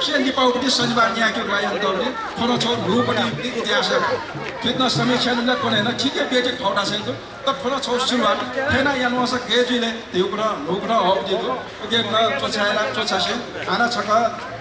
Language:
Newari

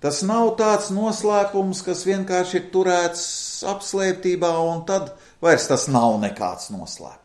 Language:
Latvian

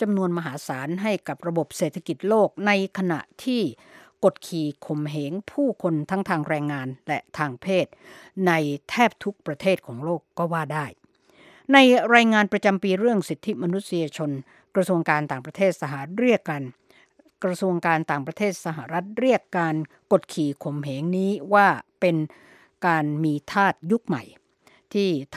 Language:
Thai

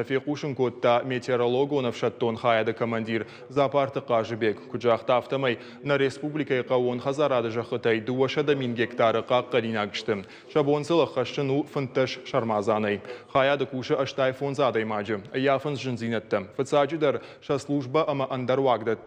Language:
Ossetic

